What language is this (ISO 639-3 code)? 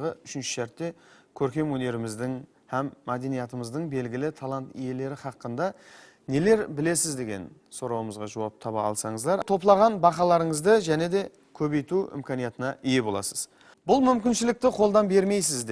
kaa